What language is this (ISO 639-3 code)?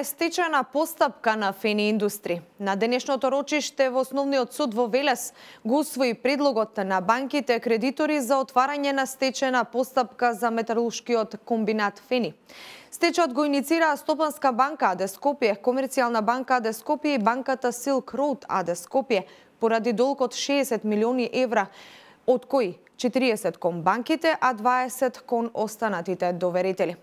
mkd